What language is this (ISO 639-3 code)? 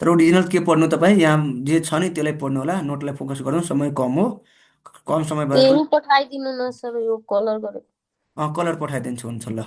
nep